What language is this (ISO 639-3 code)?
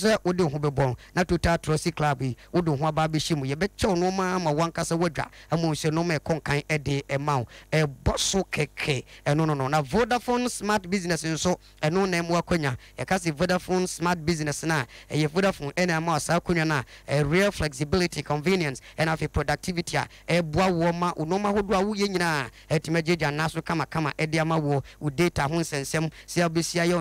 aka